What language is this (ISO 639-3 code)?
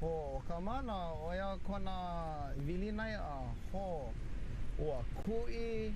haw